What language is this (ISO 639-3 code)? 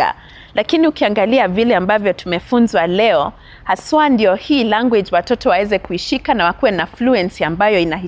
swa